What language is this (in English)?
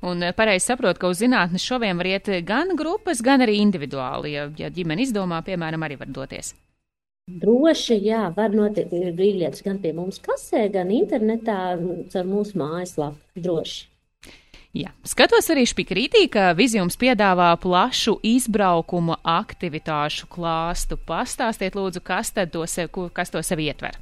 Latvian